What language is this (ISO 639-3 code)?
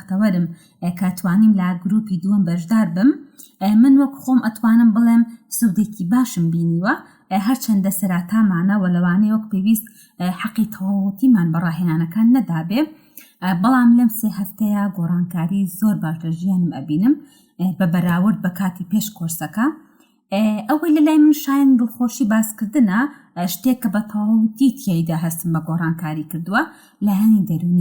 ckb